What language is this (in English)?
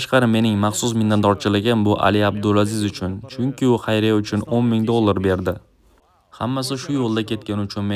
Uzbek